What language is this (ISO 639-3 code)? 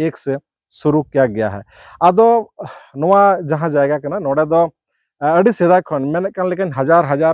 sat